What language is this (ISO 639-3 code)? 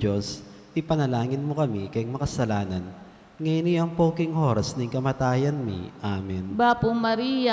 pam